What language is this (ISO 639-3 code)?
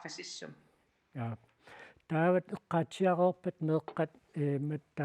kal